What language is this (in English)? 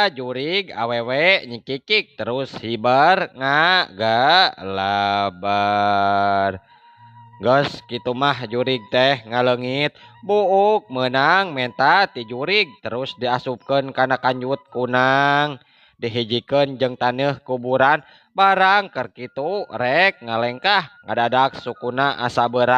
Sundanese